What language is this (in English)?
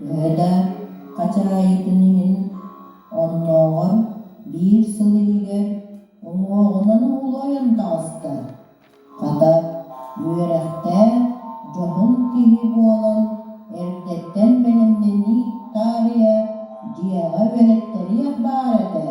Yakut